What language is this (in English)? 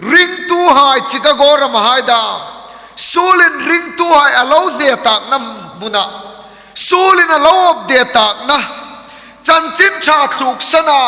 Hmar